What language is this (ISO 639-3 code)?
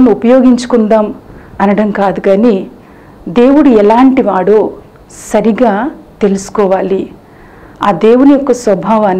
tel